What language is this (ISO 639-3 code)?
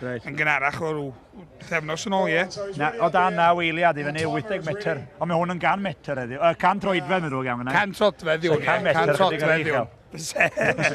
cym